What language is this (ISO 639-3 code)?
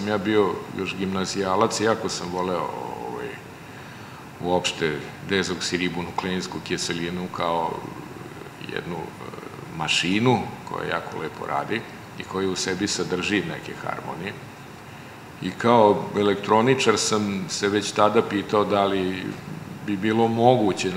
srp